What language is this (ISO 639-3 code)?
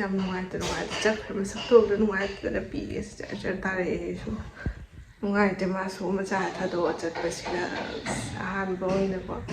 mni